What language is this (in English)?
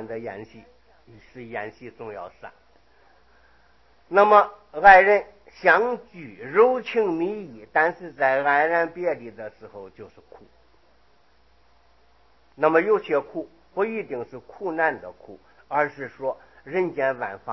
Chinese